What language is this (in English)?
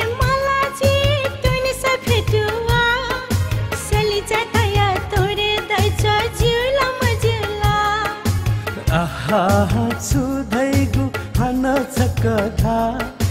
Newari